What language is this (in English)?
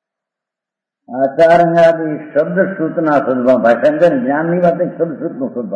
Gujarati